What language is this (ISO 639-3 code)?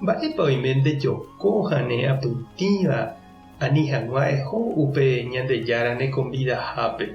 grn